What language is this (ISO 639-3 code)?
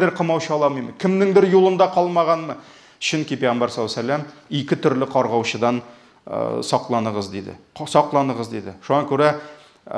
tat